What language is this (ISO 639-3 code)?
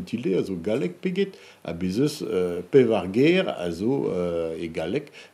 bre